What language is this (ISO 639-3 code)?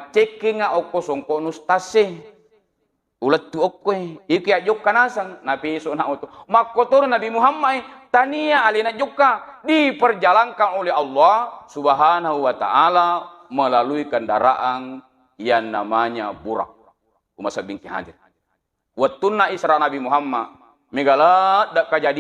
bug